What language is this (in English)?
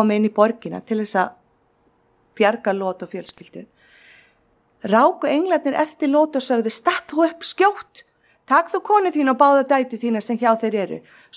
Icelandic